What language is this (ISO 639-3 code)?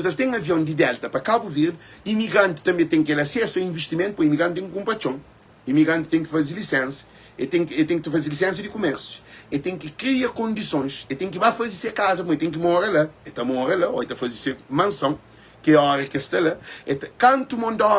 kea